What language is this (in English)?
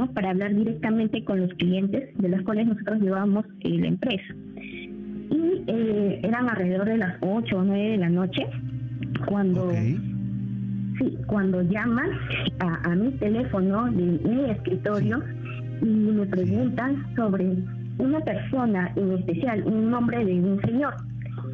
Spanish